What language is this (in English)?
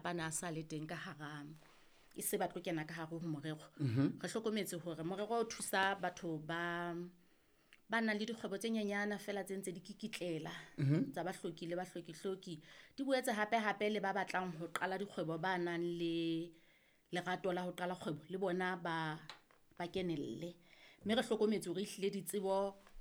Southern Sotho